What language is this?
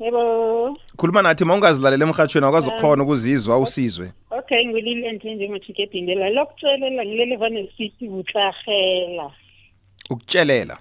South Ndebele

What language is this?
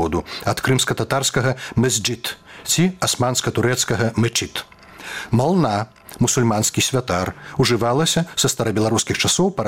Belarusian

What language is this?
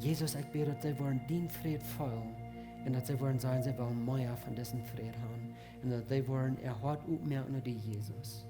Plautdietsch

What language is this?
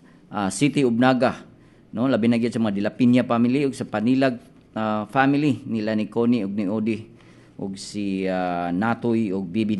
Cebuano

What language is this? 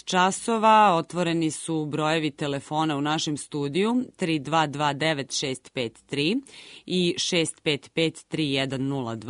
Serbian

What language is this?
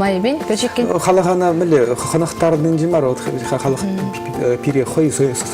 Chuvash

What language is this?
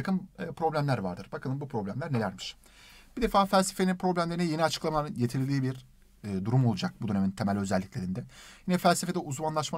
Turkish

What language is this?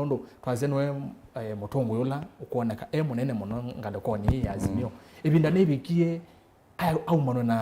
Kamba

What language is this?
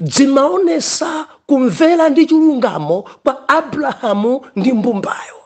Nyanja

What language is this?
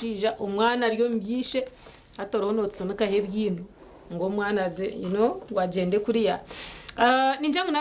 Nyankole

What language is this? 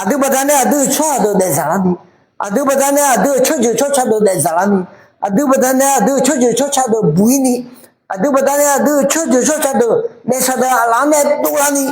Akha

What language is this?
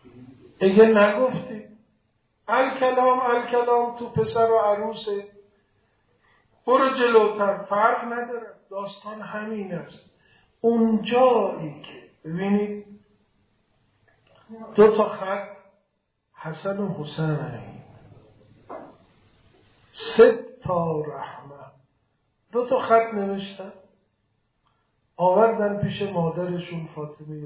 Persian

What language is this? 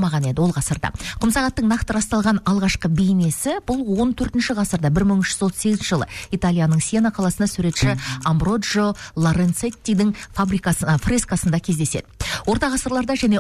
Kazakh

